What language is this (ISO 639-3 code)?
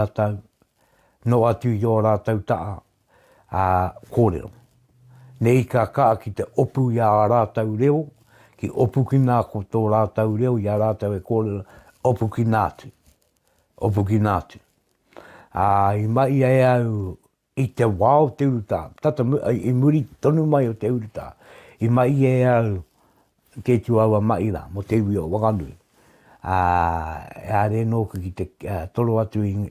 mri